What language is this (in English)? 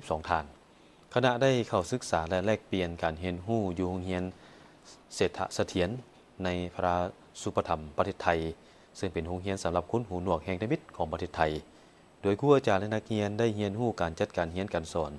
Lao